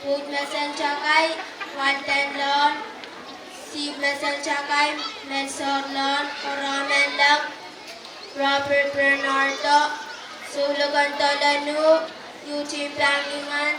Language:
Pohnpeian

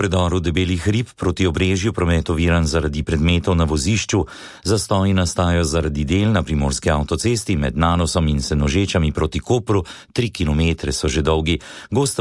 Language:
Slovenian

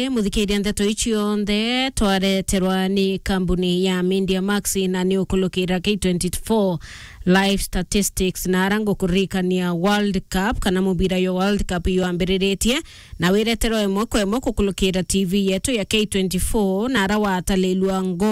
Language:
Meru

